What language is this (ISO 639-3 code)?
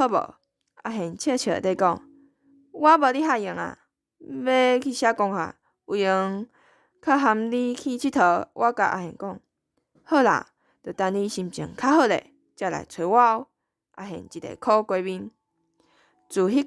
nan